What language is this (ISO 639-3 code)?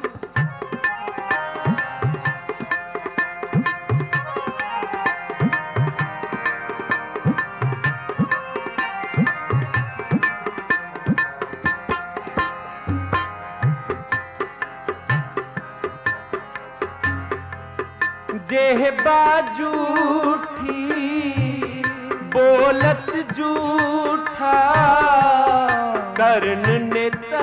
pan